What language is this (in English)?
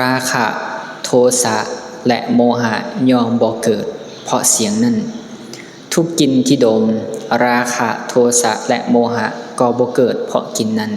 Lao